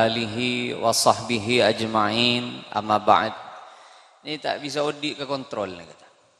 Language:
Madurese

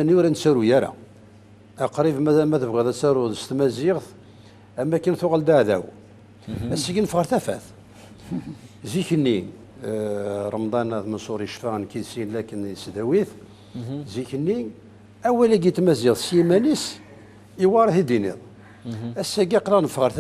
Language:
Kabyle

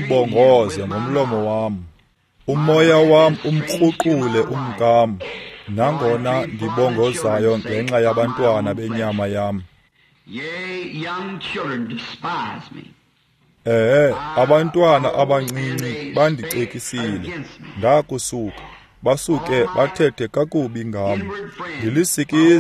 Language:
Xhosa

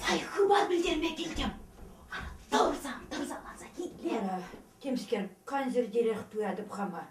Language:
Chuvash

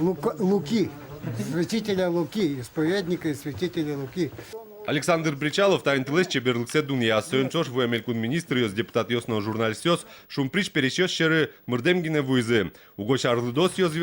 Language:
Udmurt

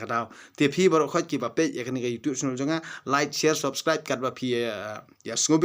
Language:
Khasi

